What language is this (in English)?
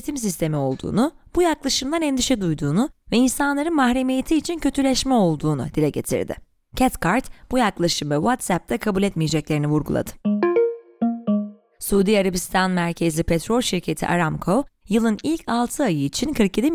Turkish